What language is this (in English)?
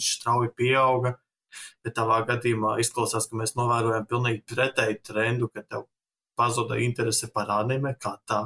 Latvian